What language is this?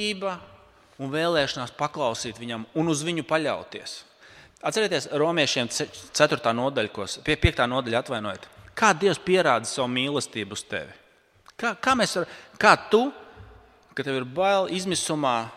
Latvian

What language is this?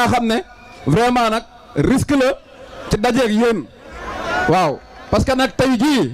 Wolof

